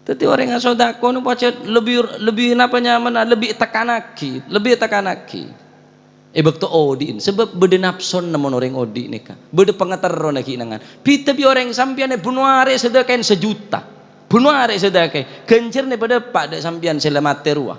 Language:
Madurese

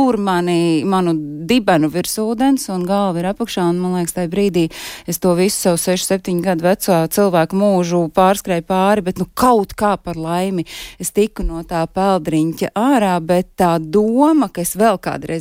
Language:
Latvian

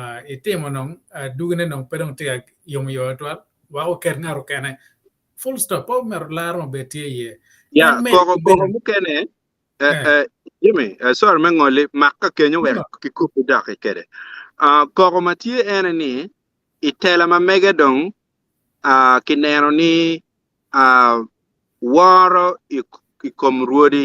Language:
Acoli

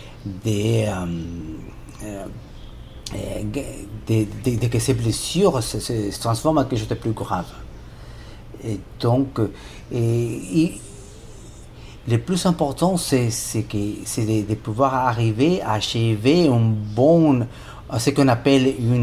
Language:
French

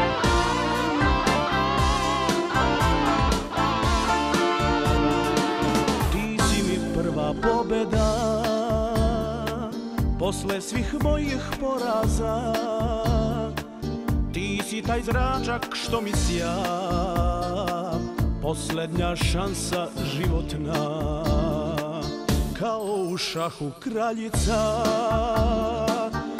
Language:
Serbian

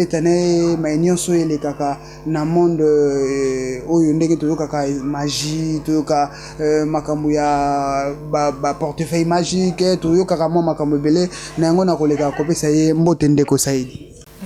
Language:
Lingala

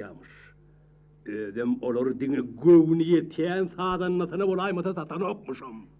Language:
Turkmen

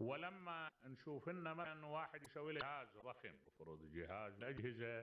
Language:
Mesopotamian Arabic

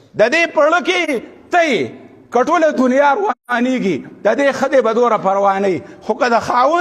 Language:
Pashto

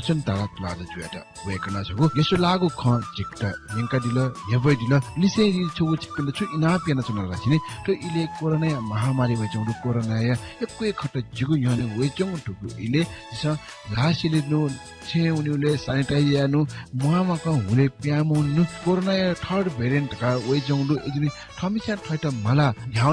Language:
Newari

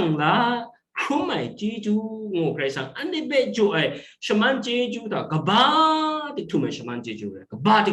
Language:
Kachin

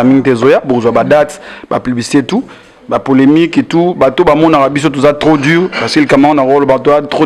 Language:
Lingala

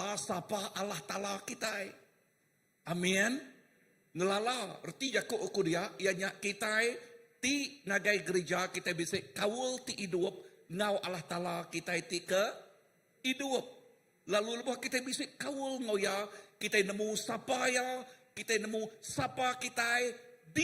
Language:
Iban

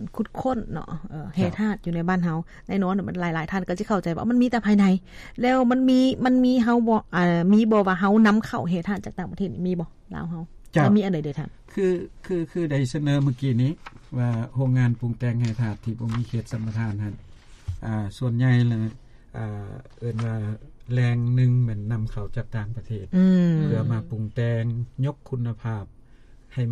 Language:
Lao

